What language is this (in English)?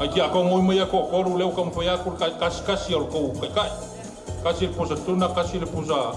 Samoan